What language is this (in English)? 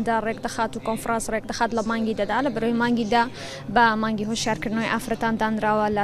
Central Kurdish